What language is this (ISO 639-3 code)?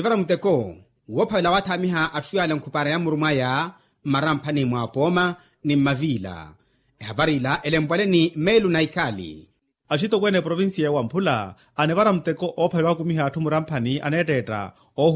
vmw